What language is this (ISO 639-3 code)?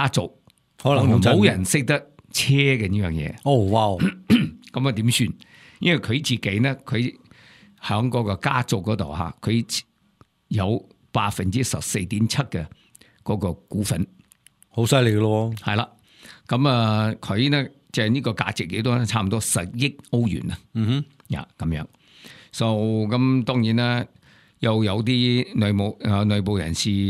yue